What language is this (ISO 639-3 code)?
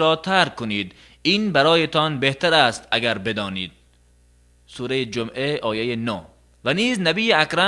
tgk